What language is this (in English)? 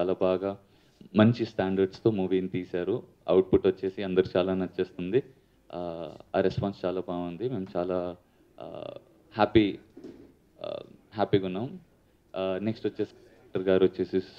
Telugu